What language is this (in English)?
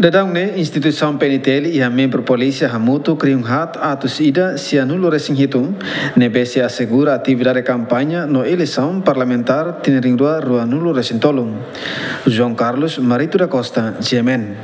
Tetum